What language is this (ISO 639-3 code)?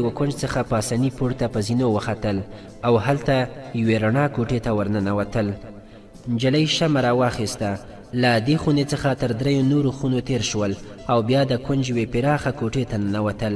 pus